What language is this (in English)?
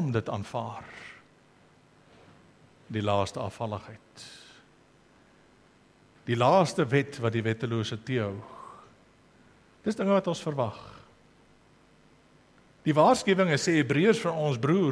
Afrikaans